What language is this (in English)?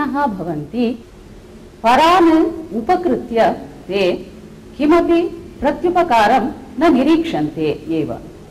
Sanskrit